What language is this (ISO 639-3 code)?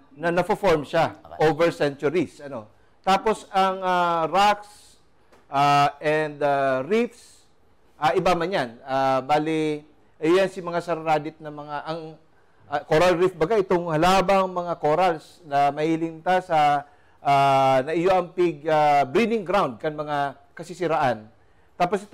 bik